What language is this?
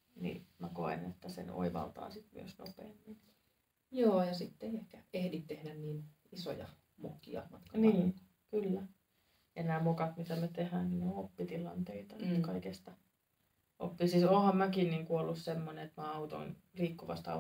Finnish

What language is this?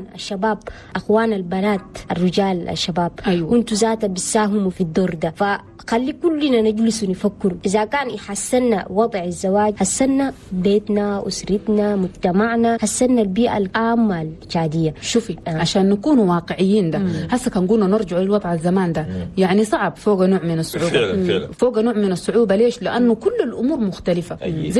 Chadian Arabic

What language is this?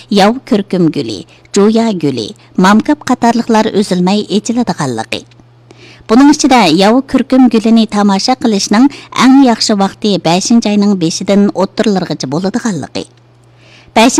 Uyghur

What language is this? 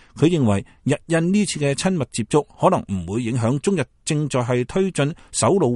Cantonese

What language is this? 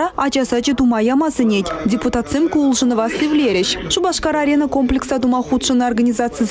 Chuvash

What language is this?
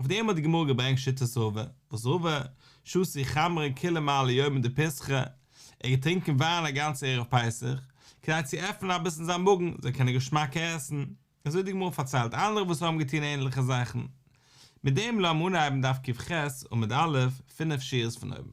Yiddish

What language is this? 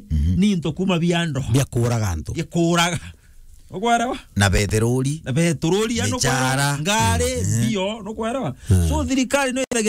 Meru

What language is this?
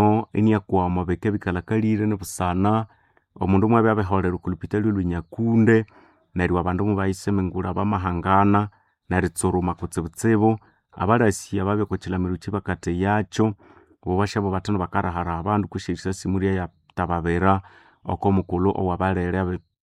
Nande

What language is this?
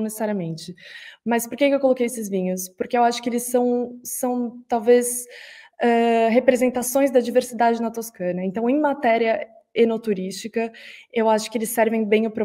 Portuguese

